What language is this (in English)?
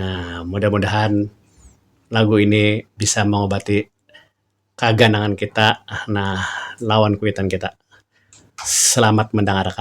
Banjar